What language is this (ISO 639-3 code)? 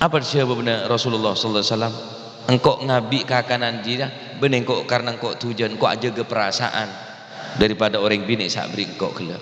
mad